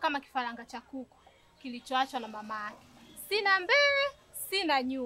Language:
Swahili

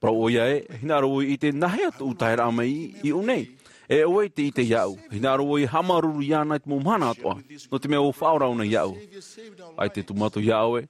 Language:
Tahitian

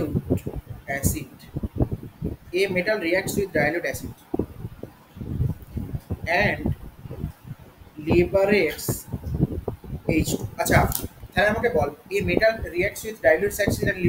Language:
Bangla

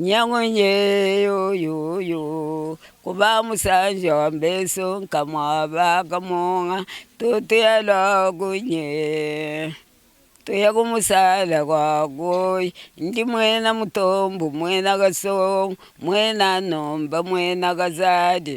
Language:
Luba-Lulua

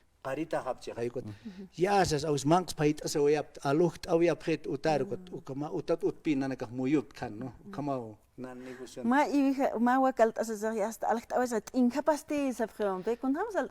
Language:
Aymara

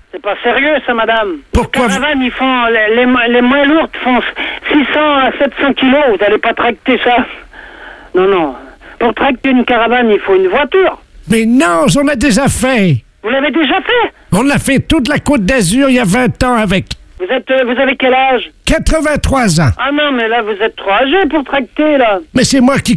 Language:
French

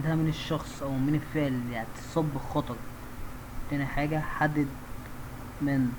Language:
Egyptian Arabic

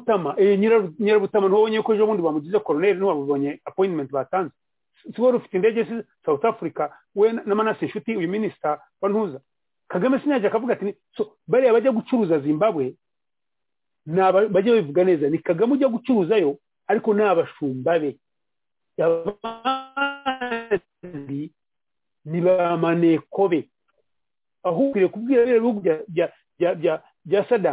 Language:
Kinyarwanda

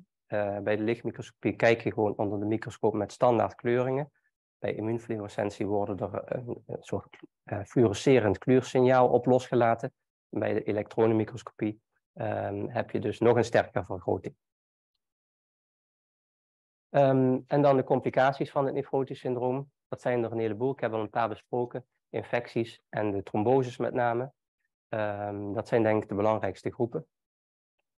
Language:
Dutch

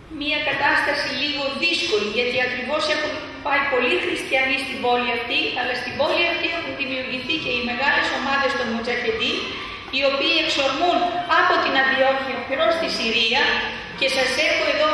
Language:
Greek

